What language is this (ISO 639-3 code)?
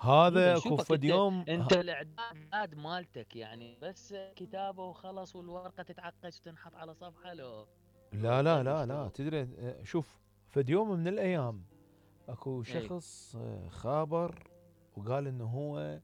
acm